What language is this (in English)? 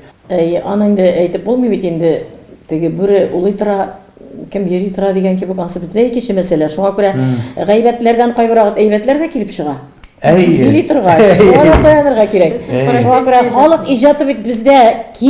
Tatar